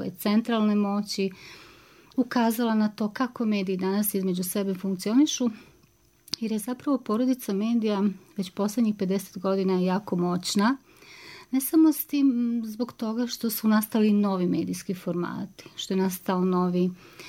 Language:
Serbian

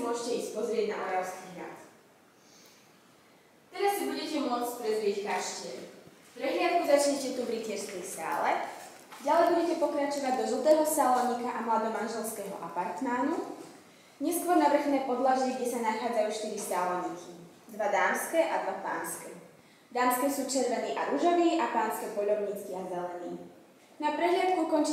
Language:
Slovak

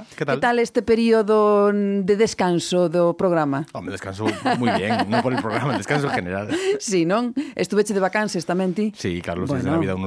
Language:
Galician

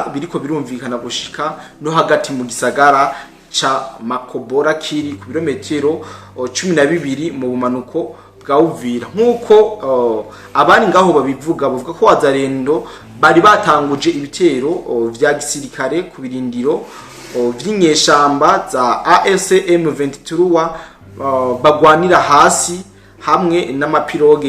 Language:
Rundi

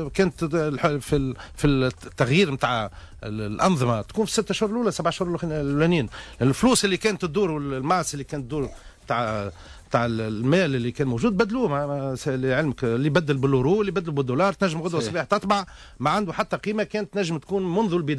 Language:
Tunisian Arabic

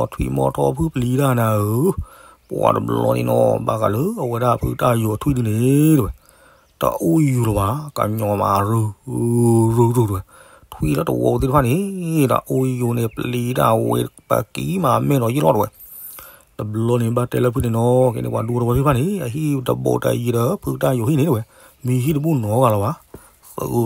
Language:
S'gaw Karen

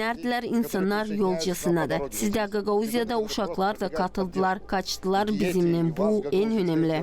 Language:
Gagauz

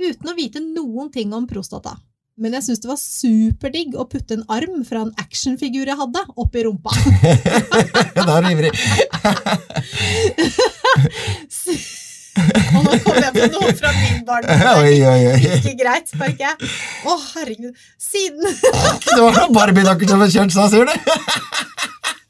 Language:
Norwegian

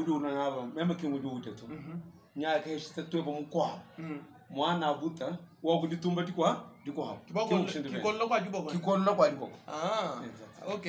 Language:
Luba-Lulua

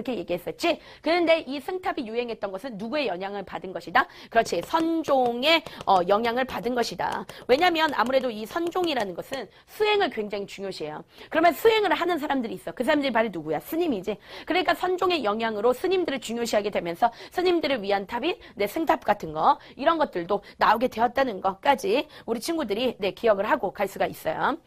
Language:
Korean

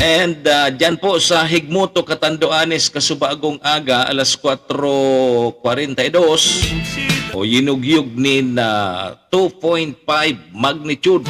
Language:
Bikol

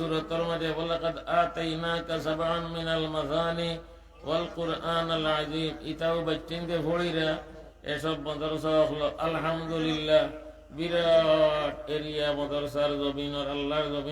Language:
Sylheti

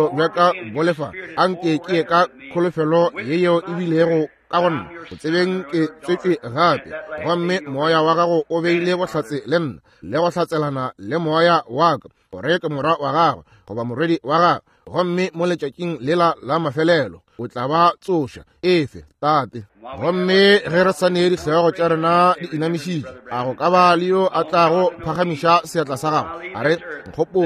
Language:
Northern Sotho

